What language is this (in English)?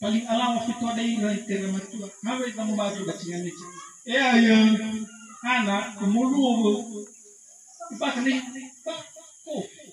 Nias